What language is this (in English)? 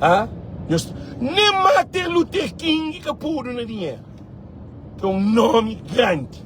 Kabuverdianu